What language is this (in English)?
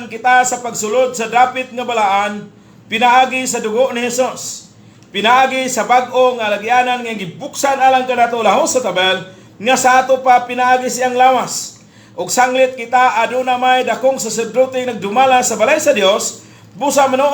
Cebuano